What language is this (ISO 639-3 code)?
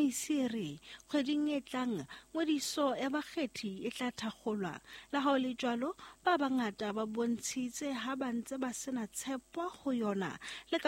sot